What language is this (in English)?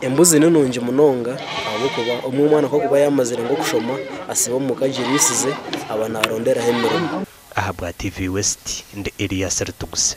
Nyankole